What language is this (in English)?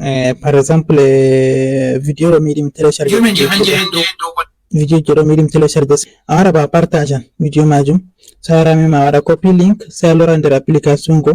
Fula